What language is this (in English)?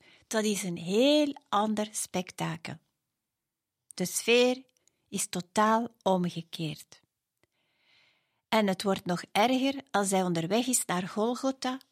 Dutch